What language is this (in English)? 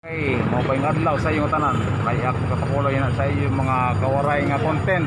Waray